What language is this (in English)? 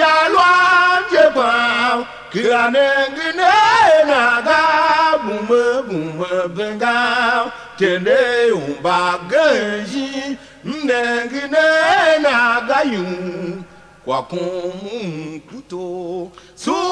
Tiv